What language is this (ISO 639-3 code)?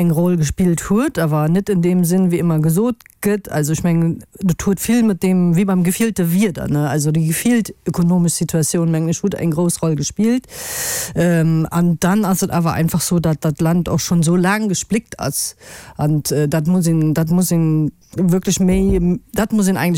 ltz